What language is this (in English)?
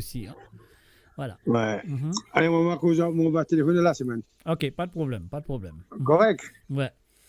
Morisyen